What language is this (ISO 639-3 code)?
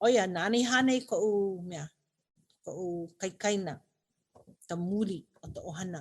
haw